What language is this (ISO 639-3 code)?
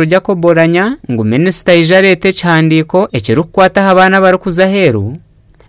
nyn